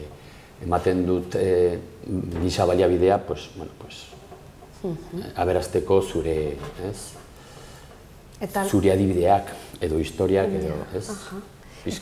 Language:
Basque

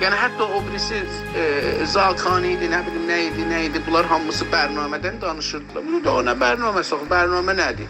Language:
South Azerbaijani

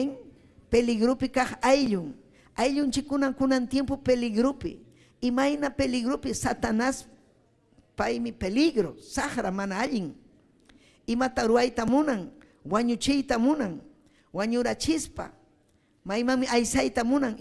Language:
Ayacucho Quechua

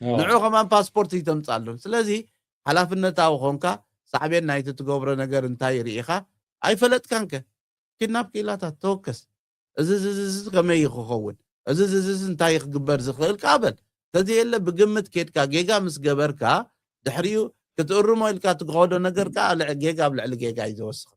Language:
Tigrinya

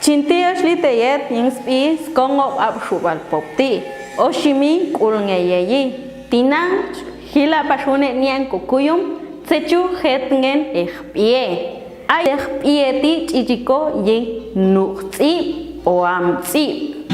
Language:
Popti'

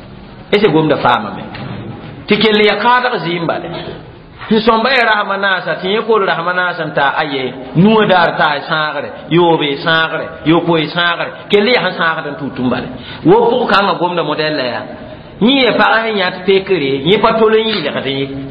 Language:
Mossi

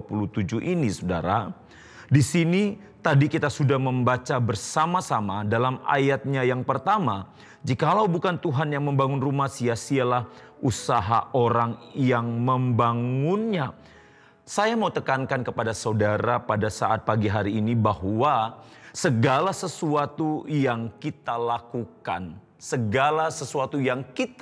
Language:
Indonesian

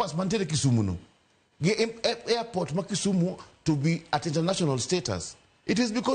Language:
Luo (Kenya and Tanzania)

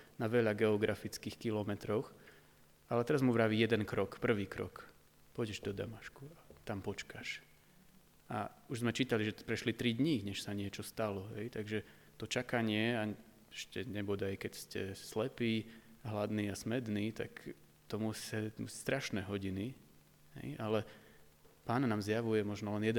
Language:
Slovak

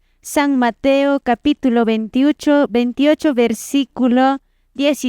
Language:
Quechua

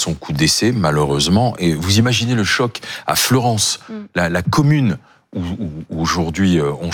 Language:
French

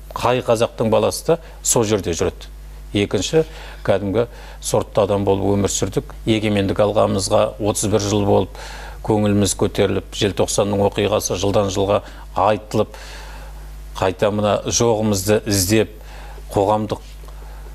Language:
Kazakh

